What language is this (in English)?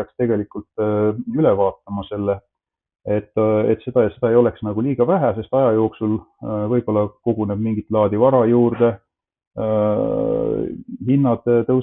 Estonian